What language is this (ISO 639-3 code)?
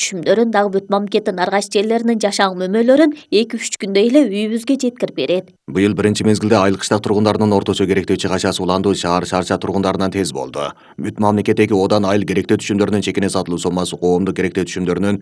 kir